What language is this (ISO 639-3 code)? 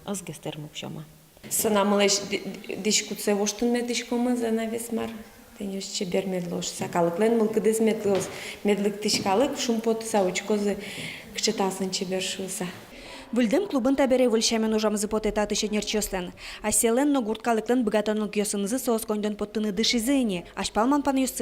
udm